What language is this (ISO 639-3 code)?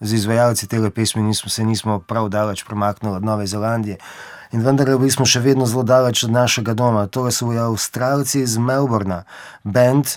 slv